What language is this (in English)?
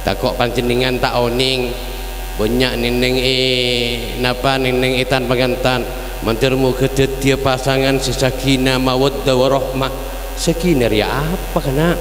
Madurese